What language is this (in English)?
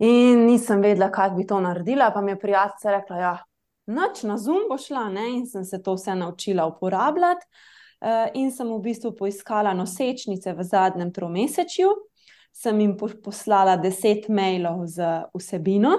Slovenian